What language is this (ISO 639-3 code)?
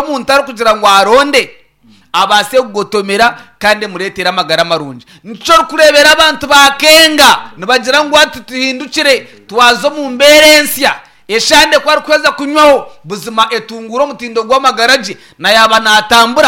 nyn